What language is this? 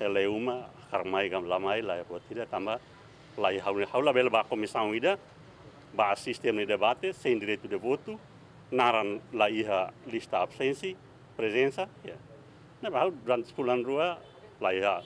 Tetum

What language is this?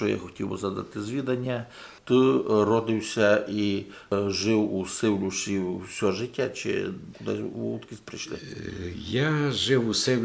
Rusyn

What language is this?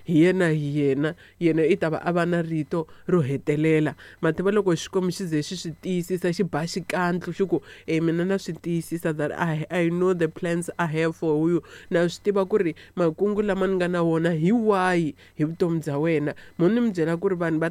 Tsonga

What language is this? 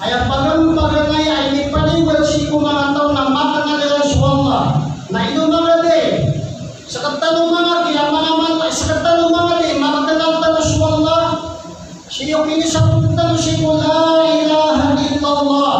Maranao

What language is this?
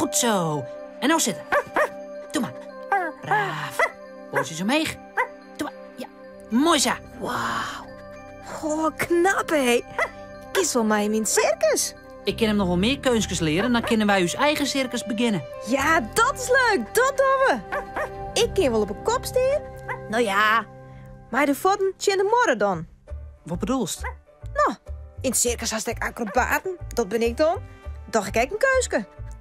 Western Frisian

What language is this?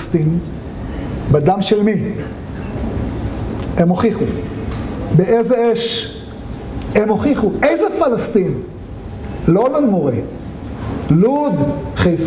Hebrew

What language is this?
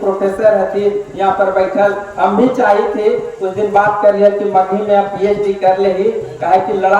Magahi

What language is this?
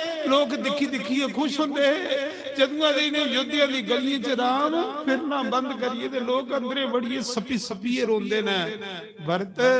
Dogri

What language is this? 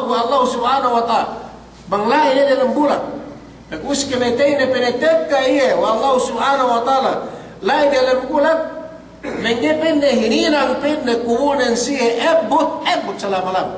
Yakan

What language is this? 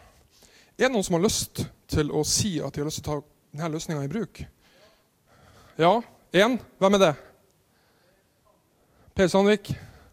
Norwegian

